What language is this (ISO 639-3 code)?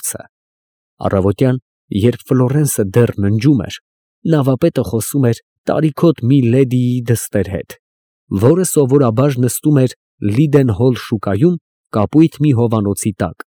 hye